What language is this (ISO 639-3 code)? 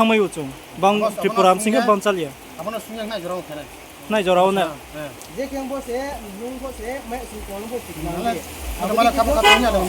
ria